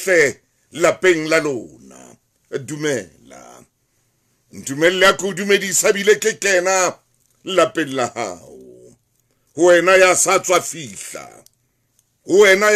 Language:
Southern Sotho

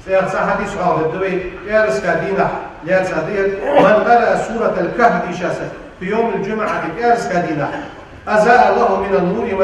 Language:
Ingush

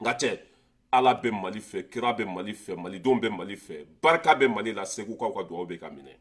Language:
Bambara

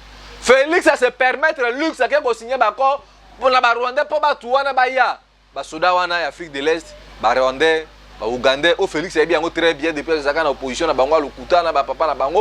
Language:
Lingala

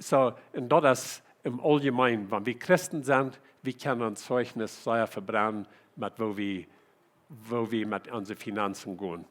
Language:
Plautdietsch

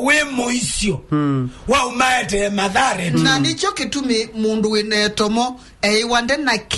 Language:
Kamba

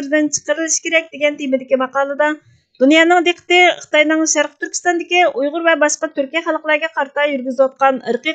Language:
Uyghur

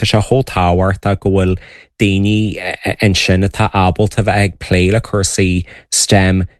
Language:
Irish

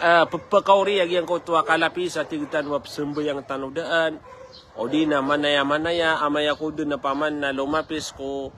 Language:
Maranao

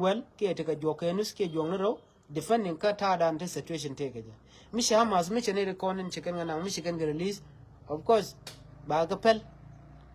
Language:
Nuer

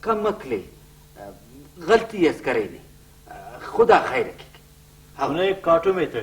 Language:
Brahui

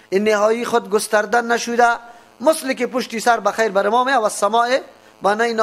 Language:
Persian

